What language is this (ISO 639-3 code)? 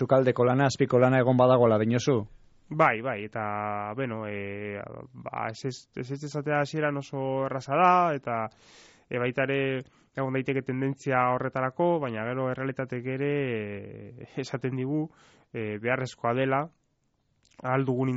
eus